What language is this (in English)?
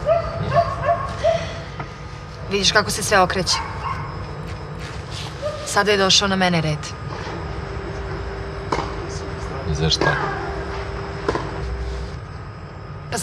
Serbian